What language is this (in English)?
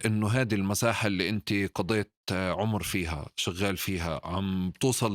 North Levantine Arabic